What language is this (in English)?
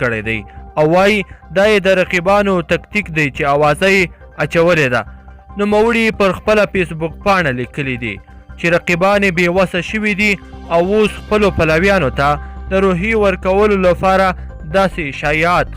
Pashto